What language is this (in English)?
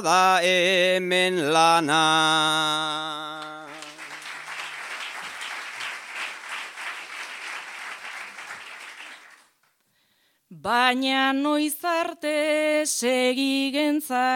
Basque